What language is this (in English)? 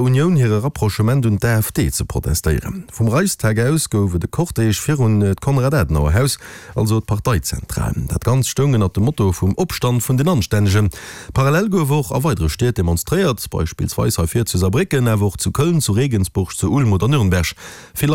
Luxembourgish